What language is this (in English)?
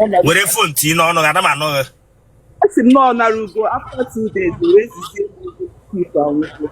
Igbo